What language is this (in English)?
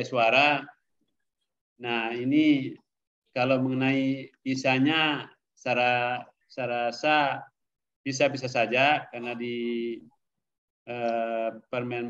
Indonesian